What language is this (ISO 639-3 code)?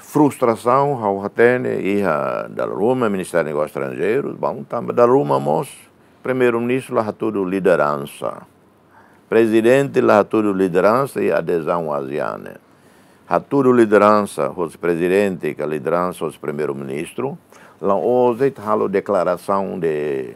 tet